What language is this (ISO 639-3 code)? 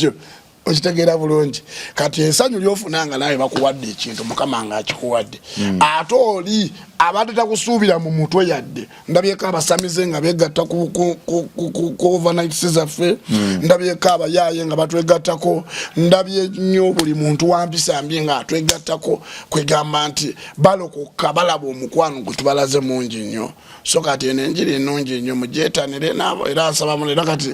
lug